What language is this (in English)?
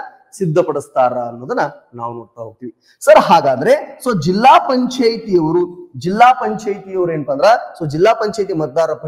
Kannada